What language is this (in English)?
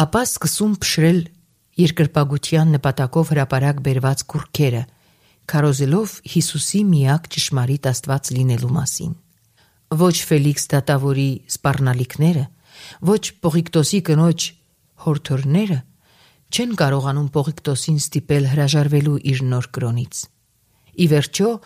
Armenian